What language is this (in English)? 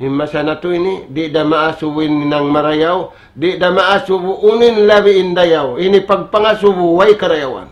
Tausug